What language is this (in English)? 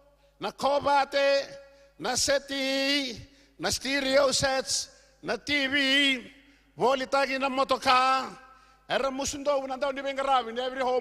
Fijian